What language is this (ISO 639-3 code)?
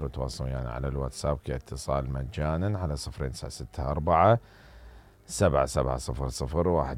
acm